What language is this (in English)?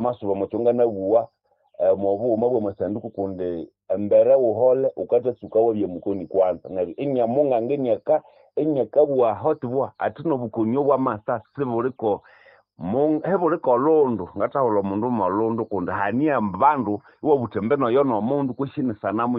Nande